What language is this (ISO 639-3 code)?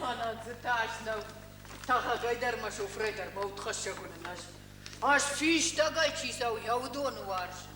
oss